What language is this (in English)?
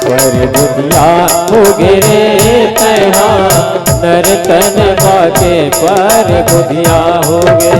Chhattisgarhi